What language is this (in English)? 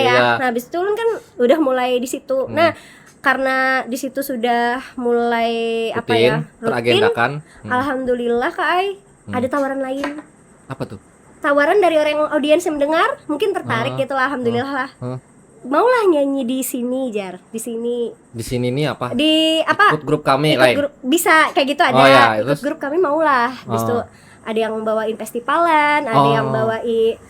Banjar